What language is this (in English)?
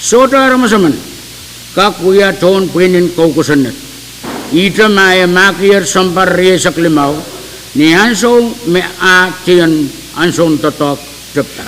Pohnpeian